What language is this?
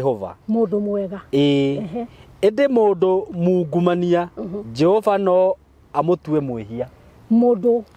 Kikuyu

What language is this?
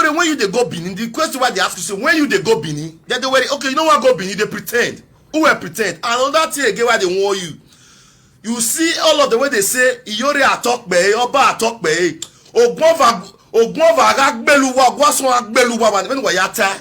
Nigerian Pidgin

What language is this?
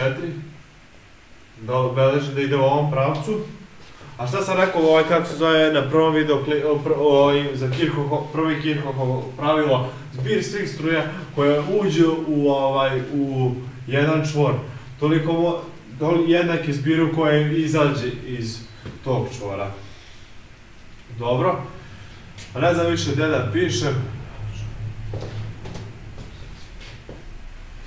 Serbian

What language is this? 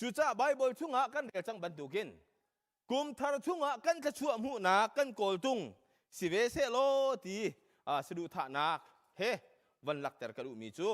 Hakha Chin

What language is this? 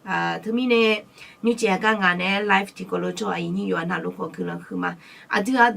Akha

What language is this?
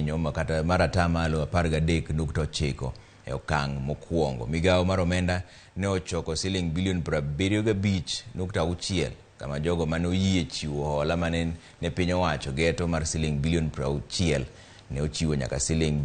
Luo (Kenya and Tanzania)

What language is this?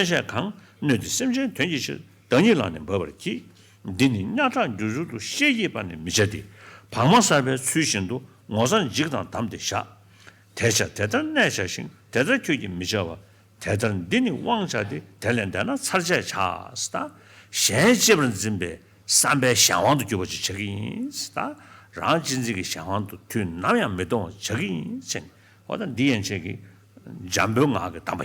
Tibetan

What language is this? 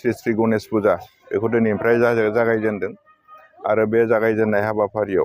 Bodo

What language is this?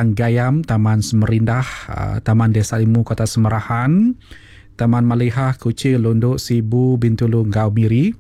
Iban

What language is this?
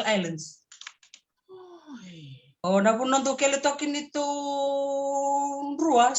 Fijian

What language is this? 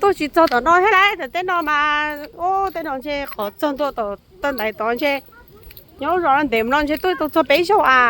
Hmong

